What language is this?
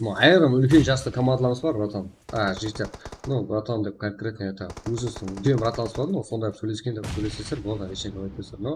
Kara-Kalpak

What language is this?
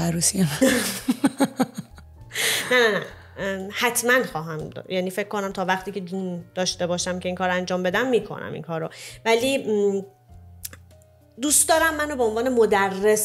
Persian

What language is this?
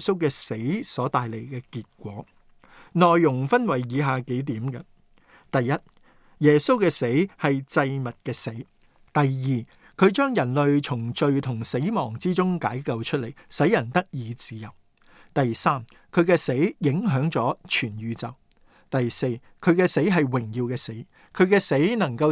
Cantonese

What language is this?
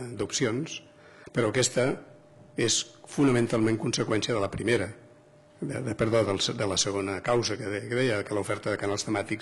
Catalan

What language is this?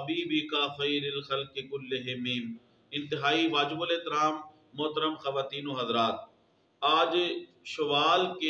Urdu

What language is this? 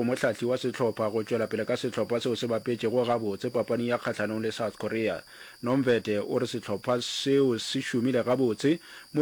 Northern Sotho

